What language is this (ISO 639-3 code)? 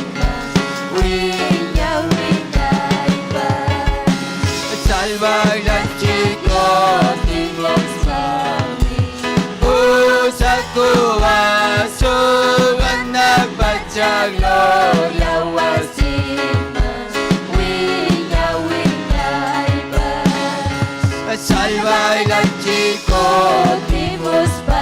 quy